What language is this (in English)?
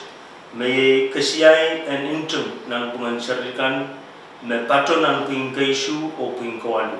Pohnpeian